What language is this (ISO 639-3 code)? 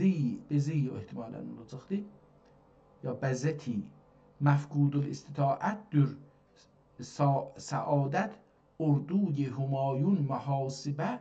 azb